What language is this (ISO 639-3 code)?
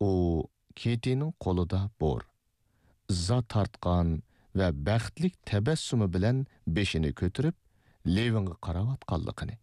uig